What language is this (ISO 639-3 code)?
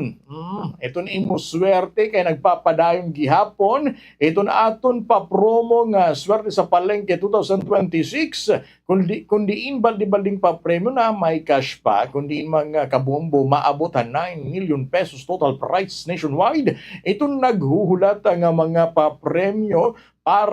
war